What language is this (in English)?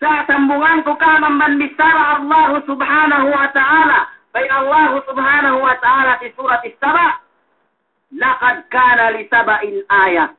Yakan